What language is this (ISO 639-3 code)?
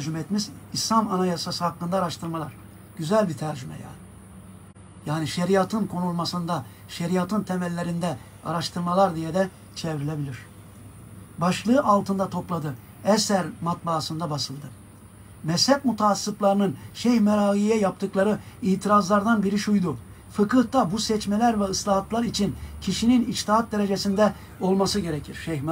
tur